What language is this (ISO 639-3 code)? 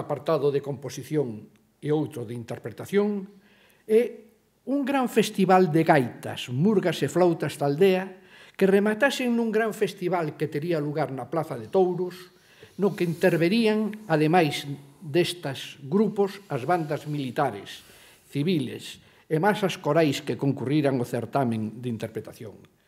glg